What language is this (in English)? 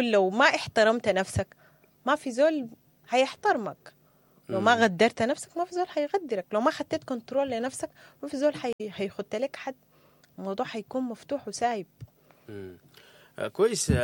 Sudanese Arabic